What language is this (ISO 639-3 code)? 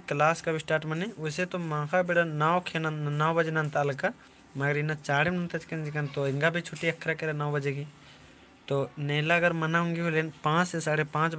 kru